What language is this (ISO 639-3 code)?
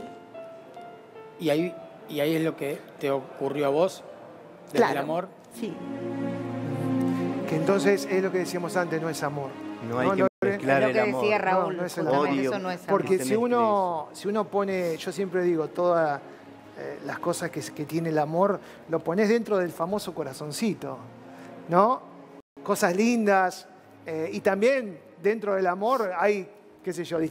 spa